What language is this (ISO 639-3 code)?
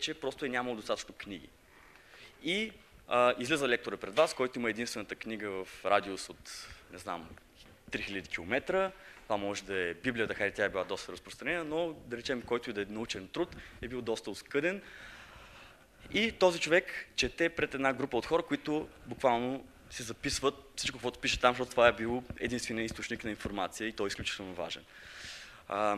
bul